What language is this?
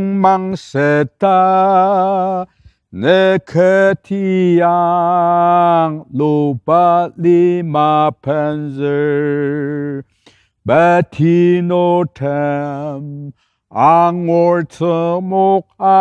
Ao Naga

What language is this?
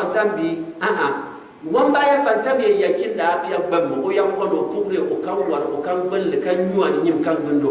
Gourmanchéma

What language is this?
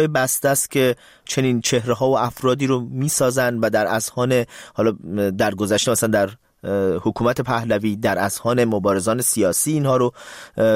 Persian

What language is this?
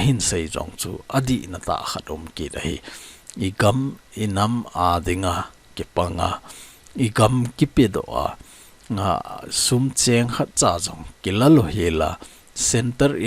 Thado Chin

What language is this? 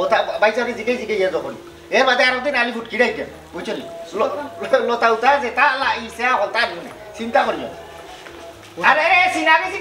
Sylheti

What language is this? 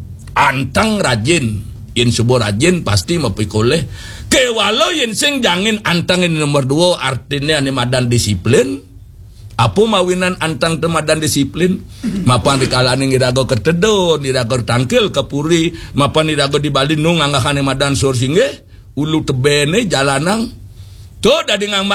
Balinese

